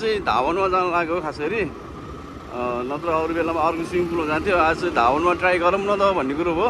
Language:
Nepali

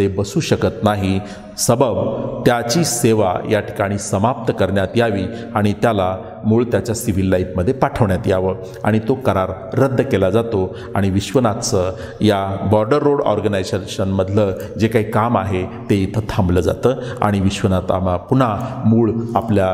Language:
Marathi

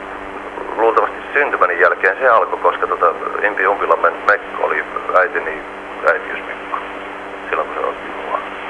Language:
Finnish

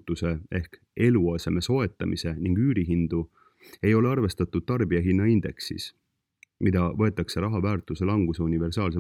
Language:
Estonian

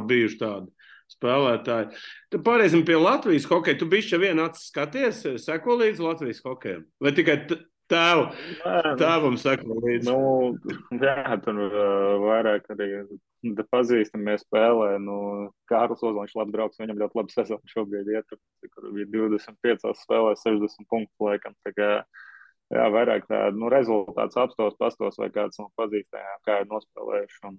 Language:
Latvian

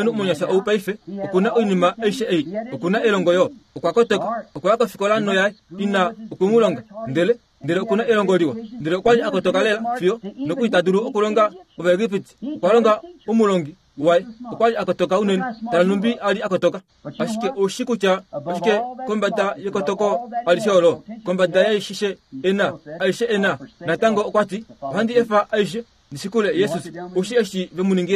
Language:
Kuanyama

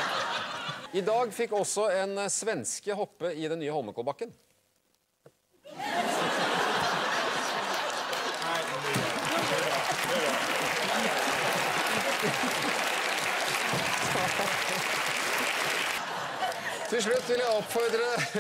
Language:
Norwegian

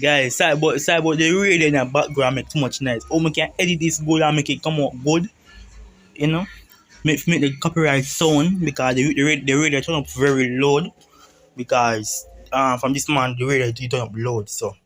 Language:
Jamaican Creole English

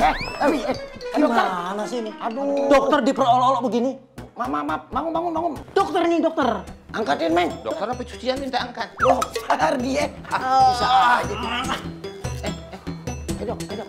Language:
Betawi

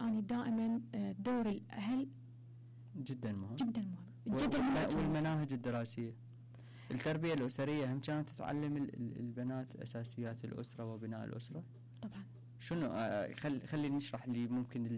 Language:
Mesopotamian Arabic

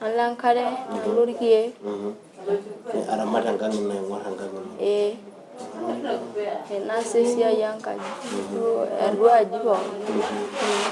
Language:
Masai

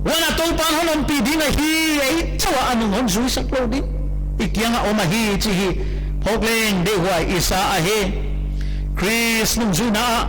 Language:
Paite Chin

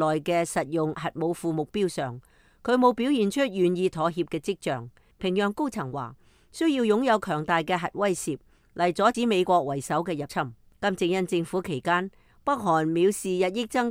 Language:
Cantonese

